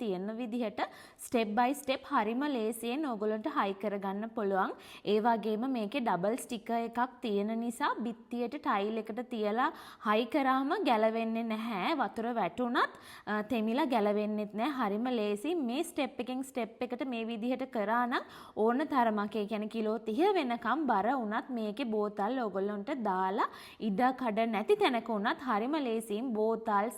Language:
Sinhala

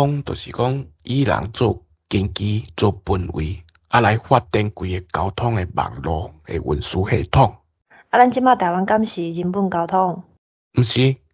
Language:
Min Nan Chinese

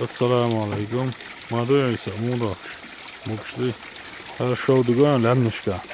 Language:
Chechen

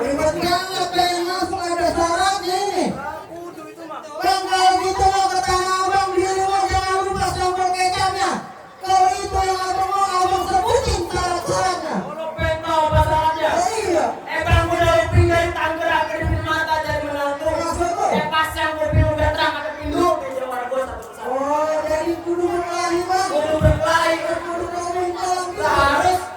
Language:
Betawi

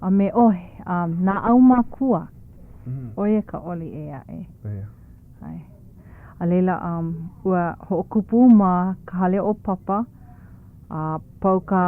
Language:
Hawaiian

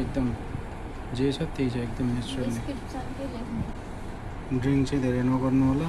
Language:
Nepali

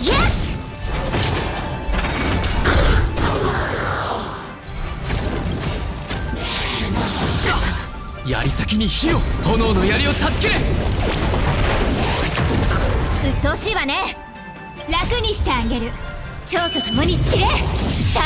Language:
Japanese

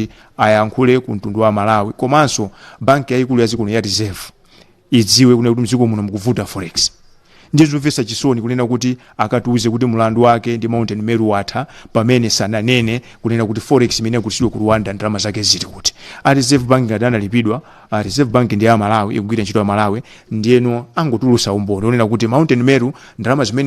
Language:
Nyanja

